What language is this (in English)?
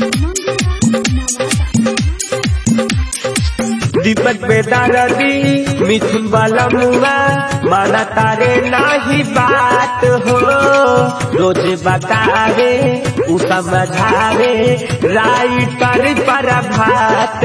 Bhojpuri